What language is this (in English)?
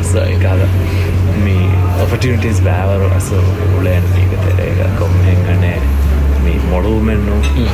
Divehi